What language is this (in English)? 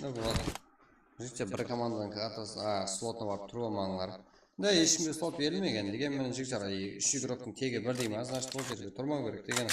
Kara-Kalpak